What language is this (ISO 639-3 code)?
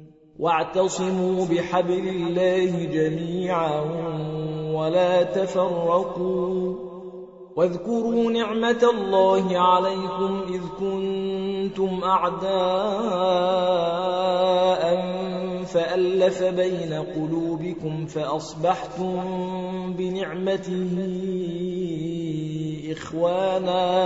ara